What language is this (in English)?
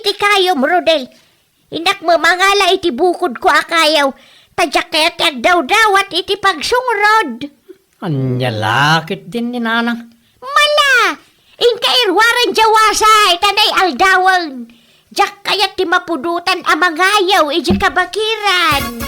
Iloko